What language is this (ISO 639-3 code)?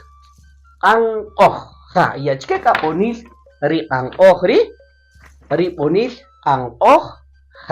cak